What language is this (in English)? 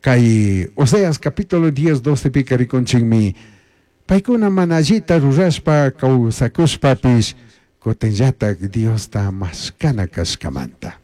Chimborazo Highland Quichua